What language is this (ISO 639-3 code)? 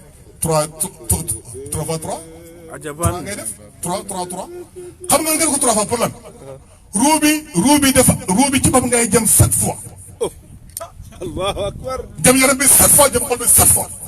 wol